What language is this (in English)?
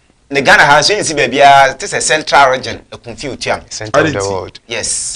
Akan